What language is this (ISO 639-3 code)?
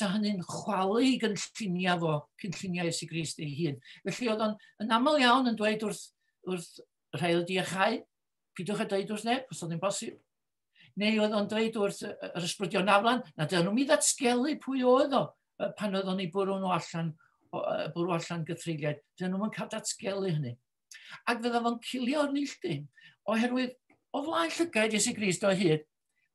cym